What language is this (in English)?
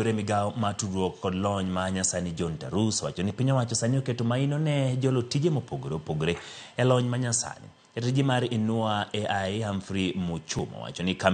Luo (Kenya and Tanzania)